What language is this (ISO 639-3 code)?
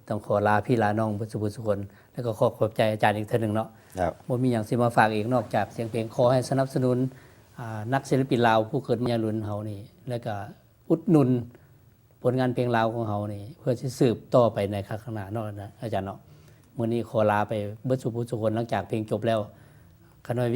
lao